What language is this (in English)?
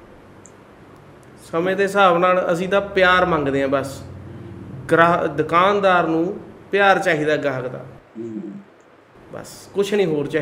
Punjabi